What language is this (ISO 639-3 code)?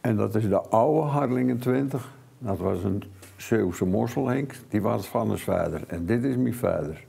fry